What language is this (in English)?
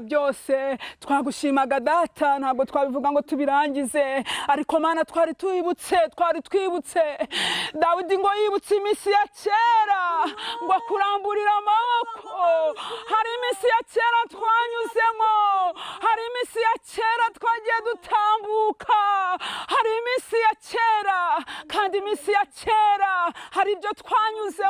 Kinyarwanda